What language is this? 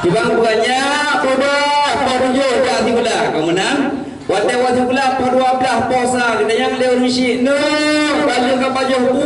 Achinese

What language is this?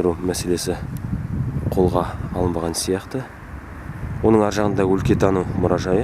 Kazakh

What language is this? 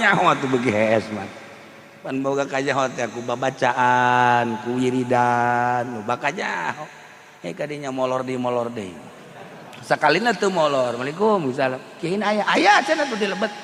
Sundanese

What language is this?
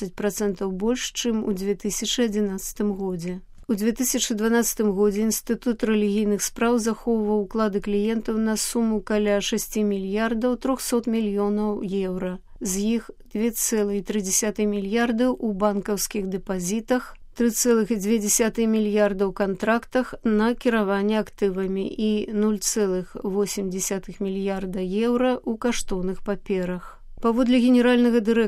Belarusian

